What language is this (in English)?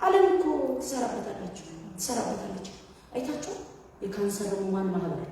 Amharic